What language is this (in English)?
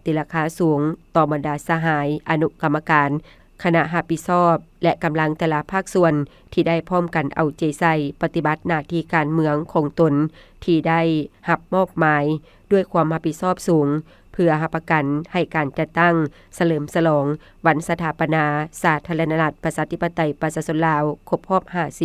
Lao